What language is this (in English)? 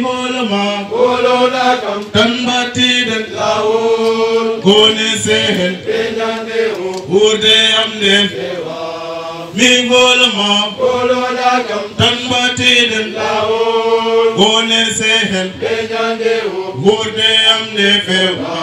Fula